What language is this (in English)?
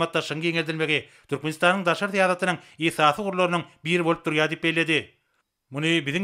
Turkmen